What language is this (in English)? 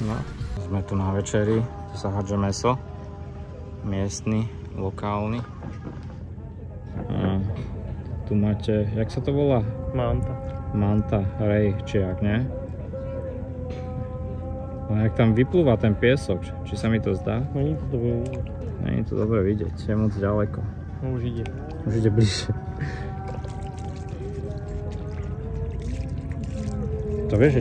Slovak